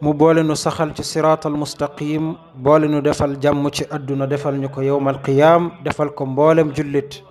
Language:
Wolof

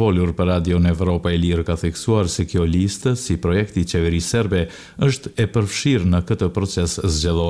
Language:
Albanian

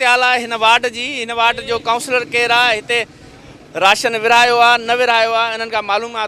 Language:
Sindhi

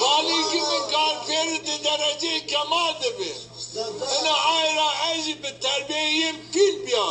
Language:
Zaza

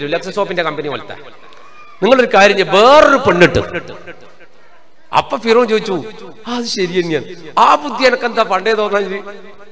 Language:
Malayalam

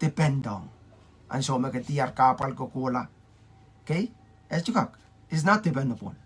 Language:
Pohnpeian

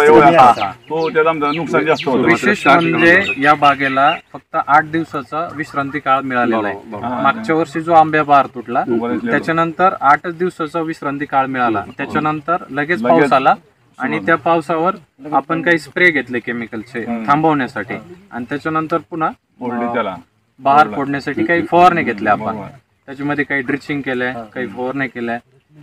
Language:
Marathi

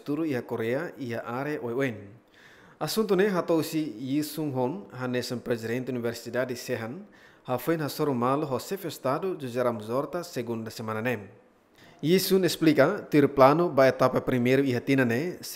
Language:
Tetum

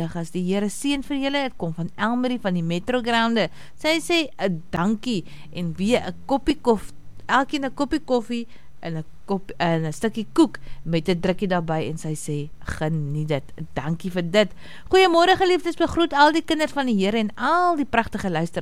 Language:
Afrikaans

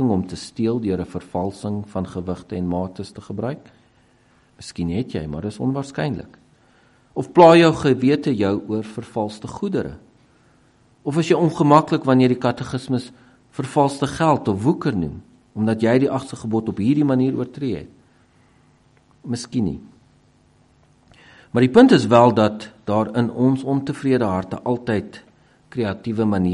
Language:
Afrikaans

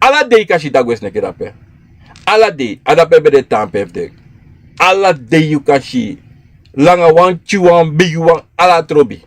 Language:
Sranan Tongo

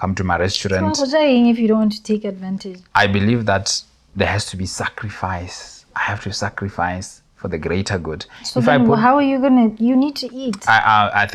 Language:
Tswana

